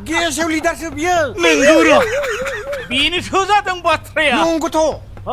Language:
Bodo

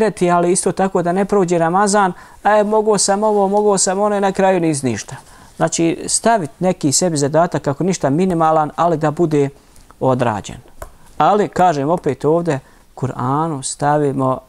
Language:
Bosnian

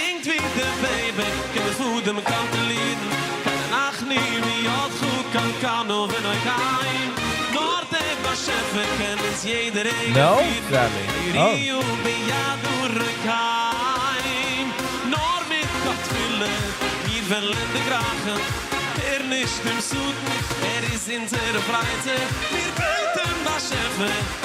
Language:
Yiddish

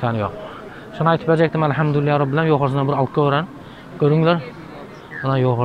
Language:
Turkmen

